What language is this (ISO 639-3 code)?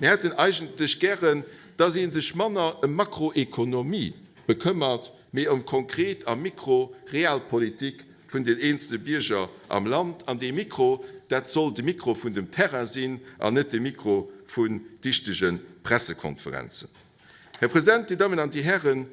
ltz